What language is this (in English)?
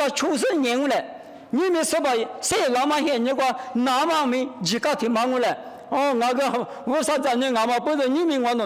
Lisu